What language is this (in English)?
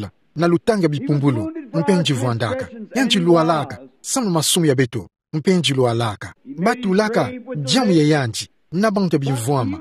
Kituba (Democratic Republic of Congo)